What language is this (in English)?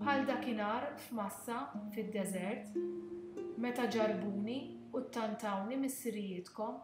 Maltese